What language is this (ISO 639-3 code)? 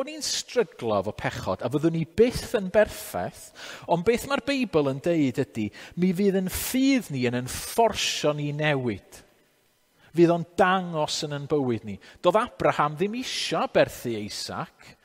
cym